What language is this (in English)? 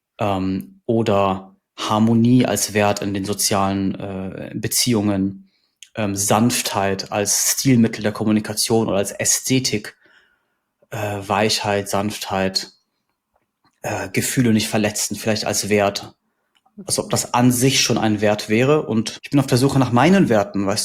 German